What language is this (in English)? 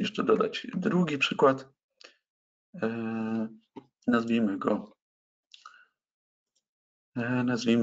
Polish